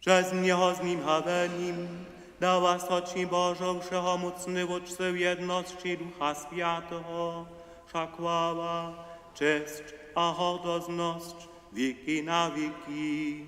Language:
Upper Sorbian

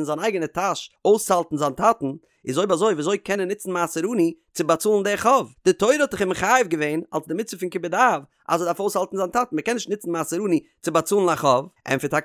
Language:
Yiddish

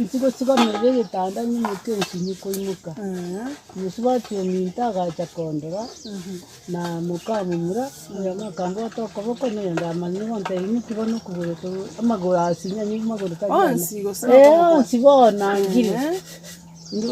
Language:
Gusii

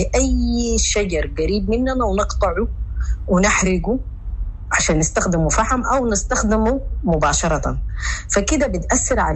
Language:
Sudanese Arabic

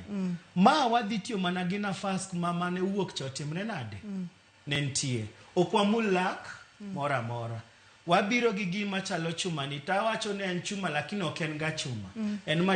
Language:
Luo (Kenya and Tanzania)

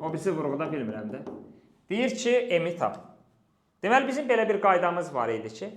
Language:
Azerbaijani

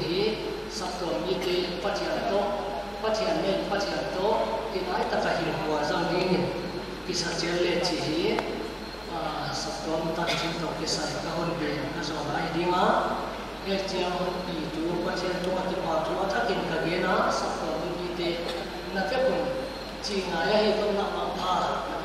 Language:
Paite Chin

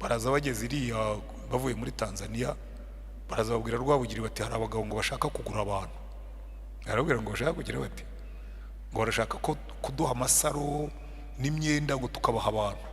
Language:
Kinyarwanda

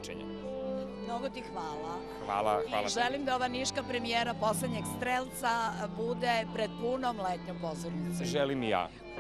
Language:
Serbian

